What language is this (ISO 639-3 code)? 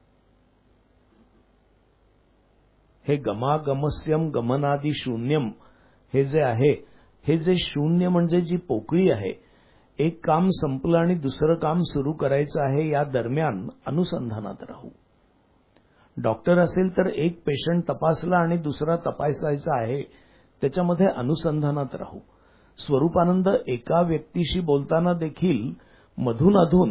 mar